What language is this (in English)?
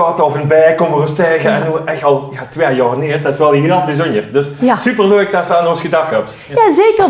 Limburgish